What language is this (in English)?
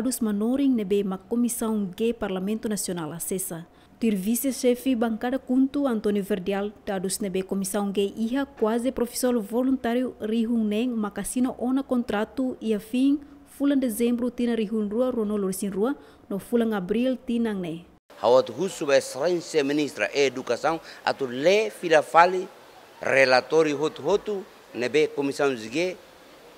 Tetum